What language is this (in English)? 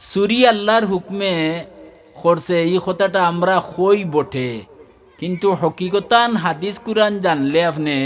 Sylheti